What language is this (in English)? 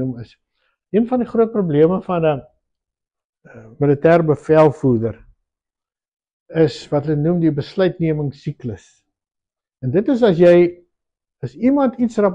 Afrikaans